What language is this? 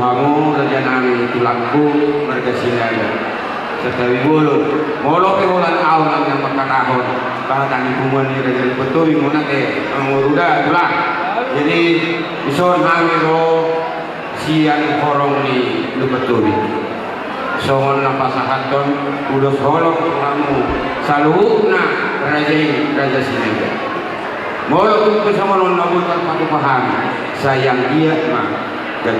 Batak Toba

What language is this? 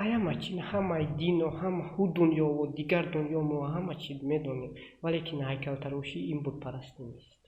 Tajik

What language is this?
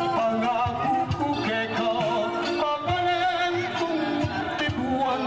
Pampanga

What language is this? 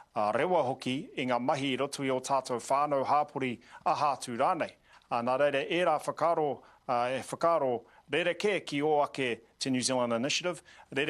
Māori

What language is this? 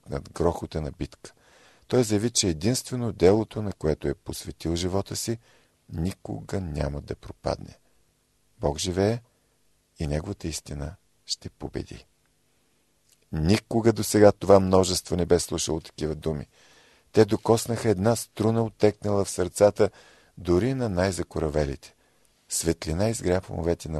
Bulgarian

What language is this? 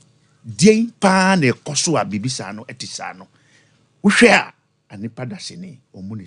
Akan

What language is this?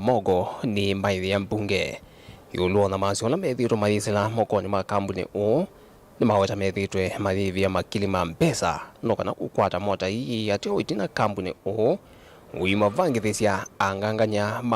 Kamba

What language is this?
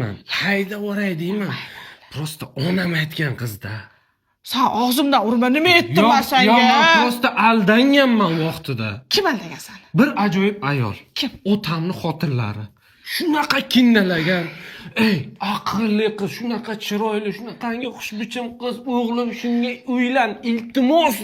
Uzbek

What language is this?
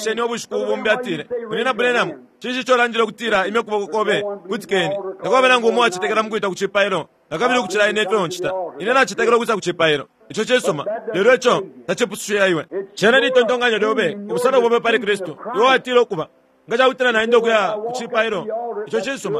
Bemba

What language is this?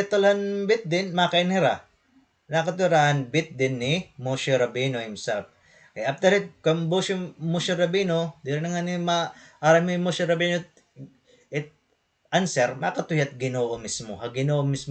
Waray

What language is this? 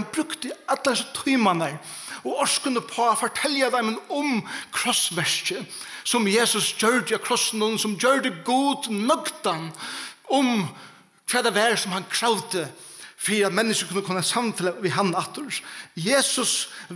Faroese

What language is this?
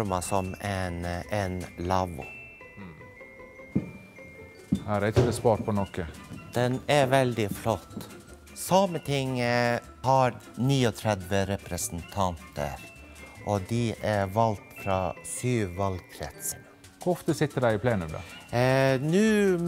Norwegian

